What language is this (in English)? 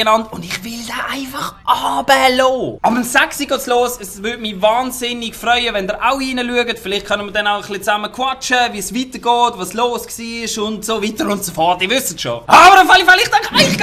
Swiss German